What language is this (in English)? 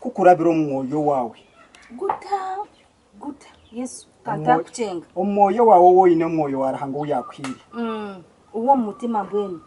Nyankole